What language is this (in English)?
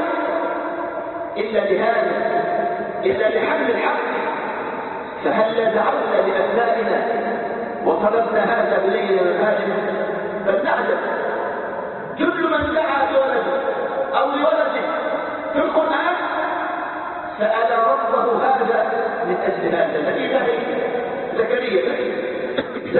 Arabic